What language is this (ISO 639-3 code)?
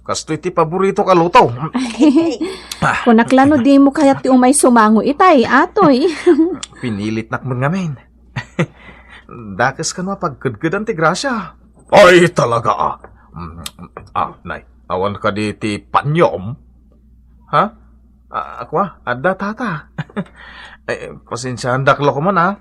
ilo